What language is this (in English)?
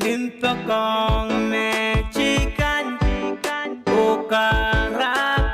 Pohnpeian